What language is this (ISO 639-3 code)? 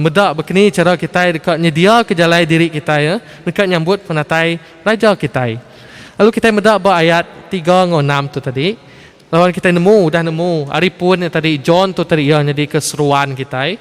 iba